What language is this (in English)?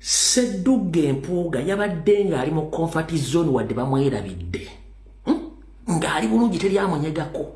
Ganda